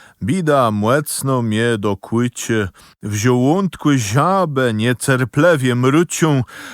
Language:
Kashubian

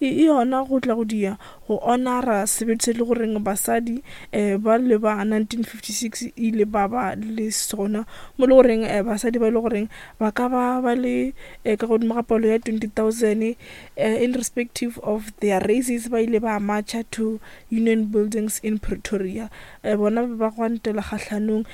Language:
Northern Sotho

